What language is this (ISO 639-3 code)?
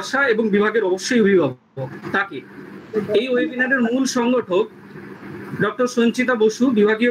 ben